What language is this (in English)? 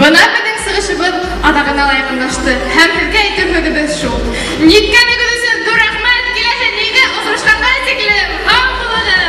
Bashkir